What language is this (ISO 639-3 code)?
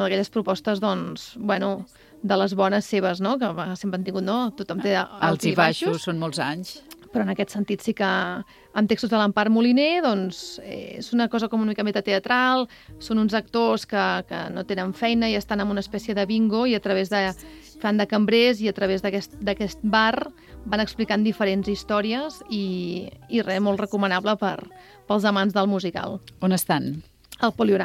cat